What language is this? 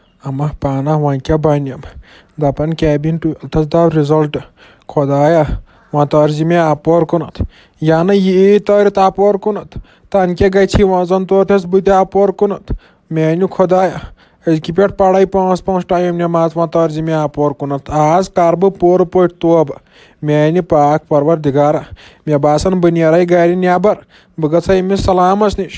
Kashmiri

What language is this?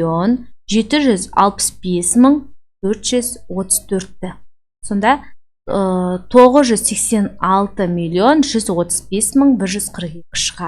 Kazakh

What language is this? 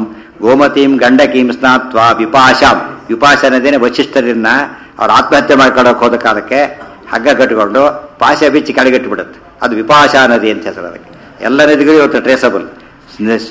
Kannada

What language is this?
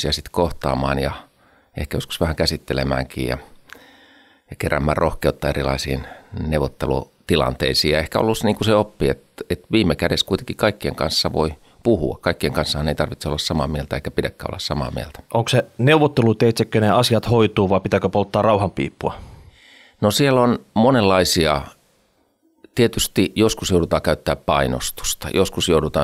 Finnish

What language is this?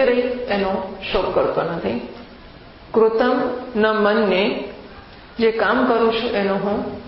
Gujarati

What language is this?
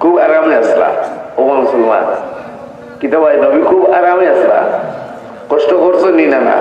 Sylheti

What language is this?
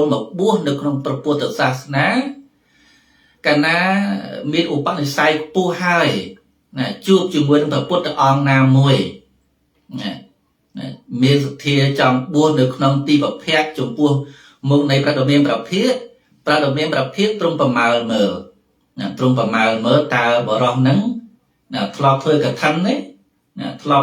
Khmer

